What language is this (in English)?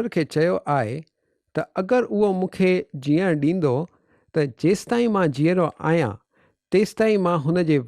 Sindhi